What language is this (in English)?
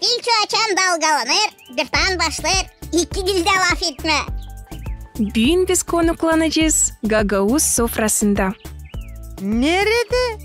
Gagauz